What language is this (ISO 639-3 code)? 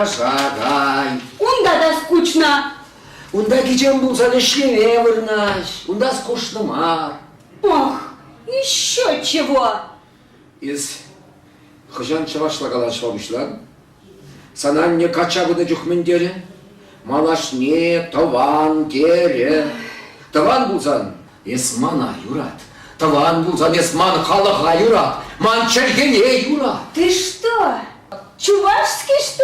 chv